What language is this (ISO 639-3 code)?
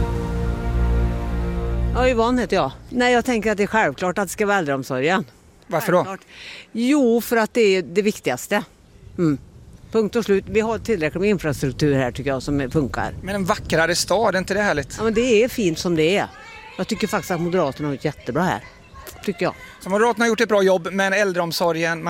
swe